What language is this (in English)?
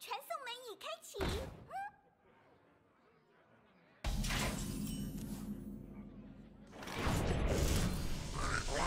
Chinese